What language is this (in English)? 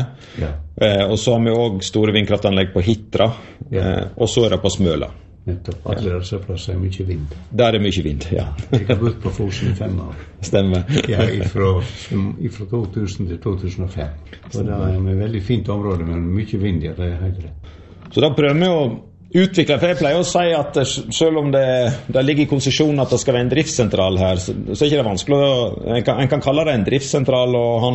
Norwegian